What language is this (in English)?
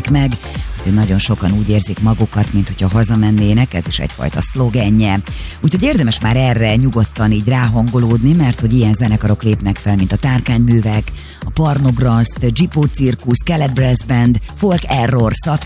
Hungarian